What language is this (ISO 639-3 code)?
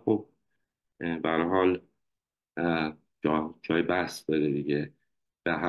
fas